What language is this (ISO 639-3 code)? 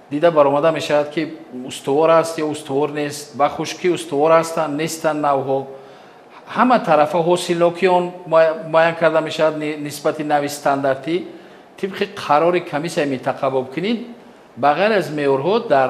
tgk